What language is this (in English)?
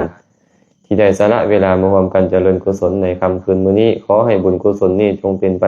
Lao